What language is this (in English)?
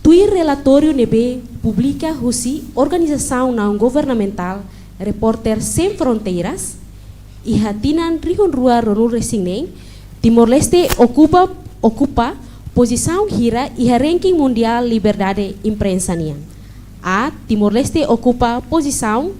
Tetum